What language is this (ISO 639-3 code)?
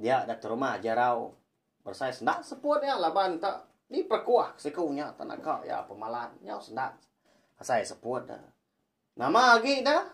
iba